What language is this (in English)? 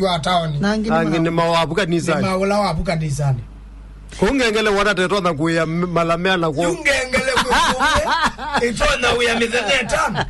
Kamba